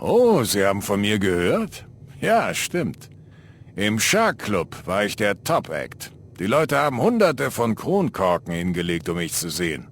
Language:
Bavarian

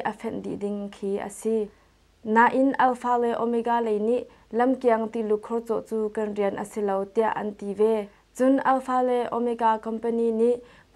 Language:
Hakha Chin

